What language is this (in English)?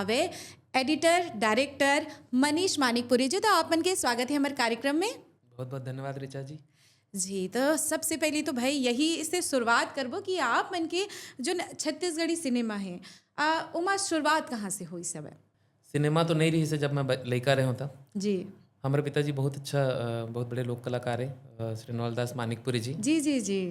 Chhattisgarhi